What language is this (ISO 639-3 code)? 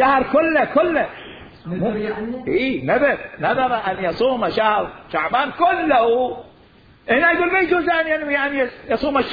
acm